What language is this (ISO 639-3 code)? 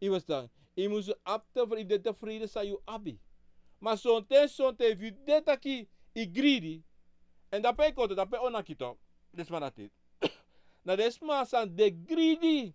srn